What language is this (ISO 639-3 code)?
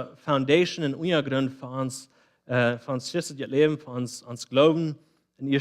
pdt